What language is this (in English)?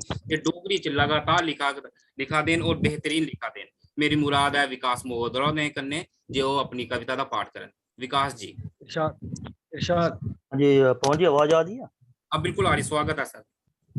Dogri